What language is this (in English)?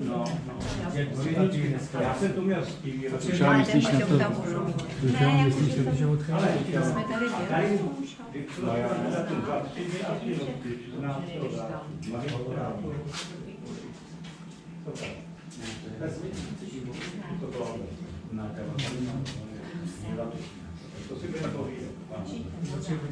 Czech